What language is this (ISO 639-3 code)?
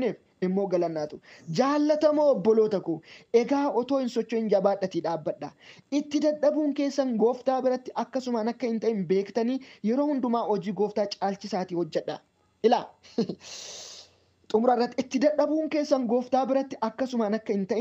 orm